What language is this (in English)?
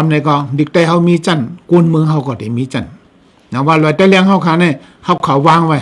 Shan